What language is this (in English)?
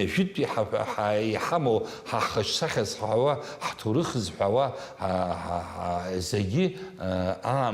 Abkhazian